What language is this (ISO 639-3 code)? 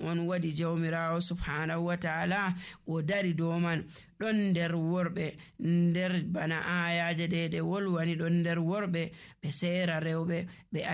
fuv